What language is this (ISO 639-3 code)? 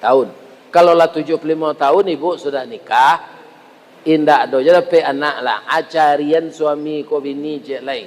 min